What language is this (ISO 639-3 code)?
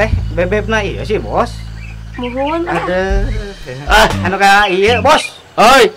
sun